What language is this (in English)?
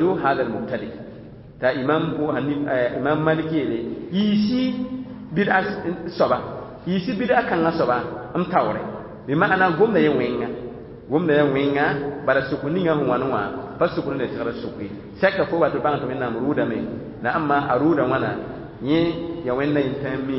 Mossi